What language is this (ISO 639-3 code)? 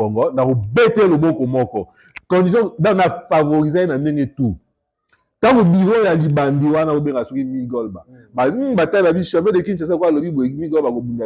lin